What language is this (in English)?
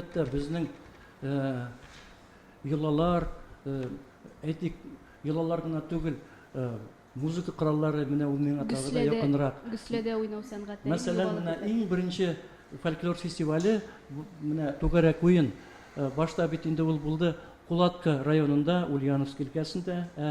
Tatar